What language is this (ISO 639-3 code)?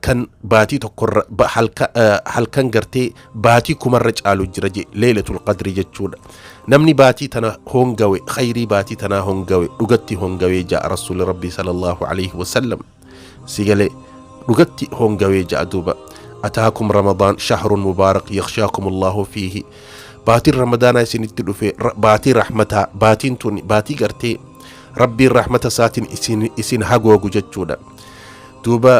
orm